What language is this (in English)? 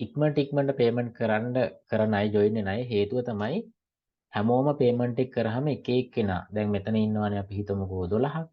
Sinhala